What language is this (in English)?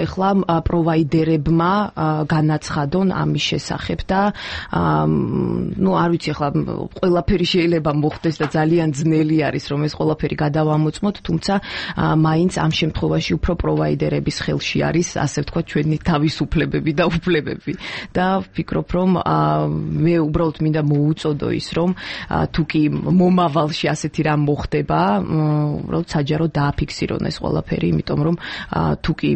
Georgian